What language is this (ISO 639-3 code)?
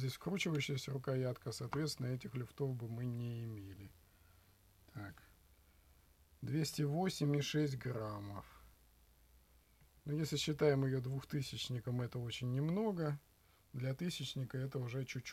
rus